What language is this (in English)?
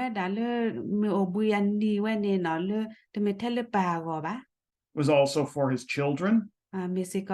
S'gaw Karen